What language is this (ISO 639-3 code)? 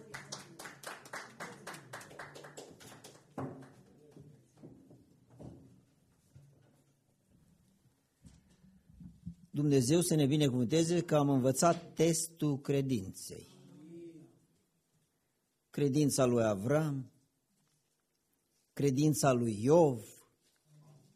ron